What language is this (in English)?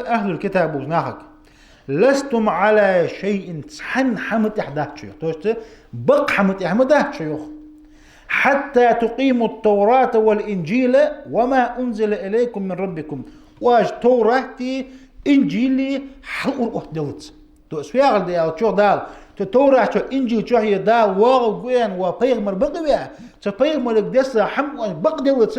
Ingush